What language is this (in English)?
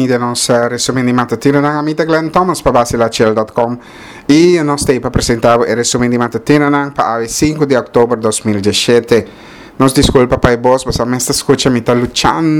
Papiamento